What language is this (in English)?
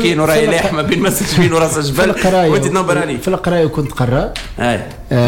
Tunisian Arabic